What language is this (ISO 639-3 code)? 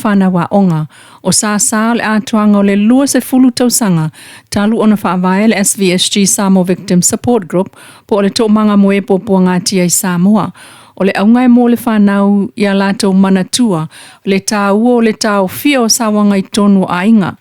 smo